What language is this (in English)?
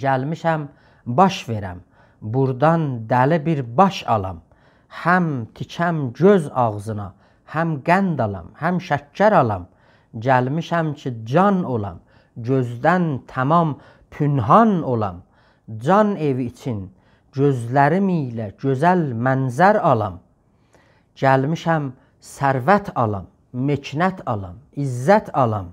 South Azerbaijani